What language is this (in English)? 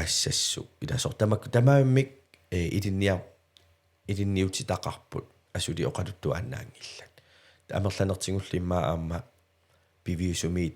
Kalaallisut